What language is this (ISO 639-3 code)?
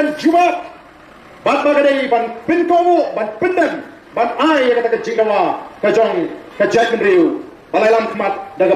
kha